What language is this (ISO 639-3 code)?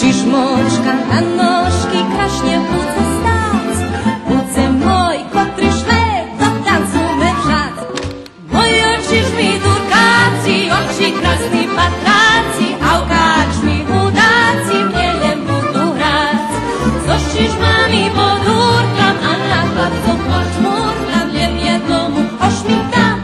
rue